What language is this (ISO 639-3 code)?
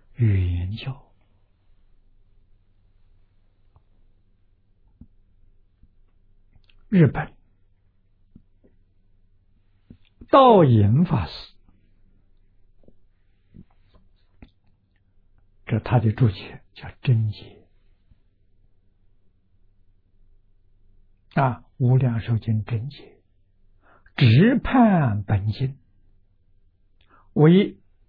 zho